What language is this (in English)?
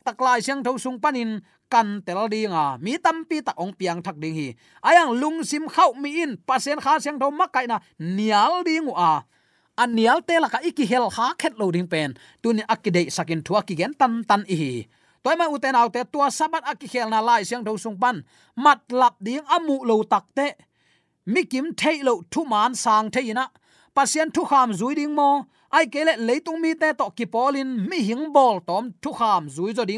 Tedim Chin